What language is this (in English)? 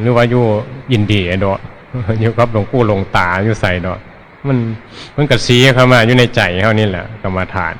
Northeastern Thai